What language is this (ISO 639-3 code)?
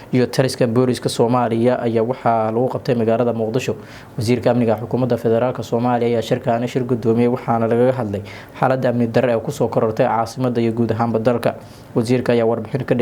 som